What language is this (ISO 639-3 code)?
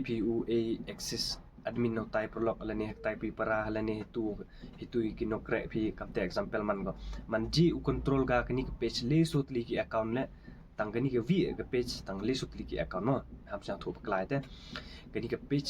kha